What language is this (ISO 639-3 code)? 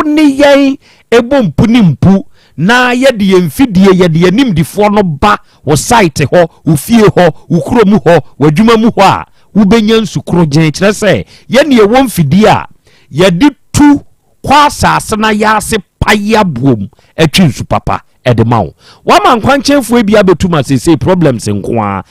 aka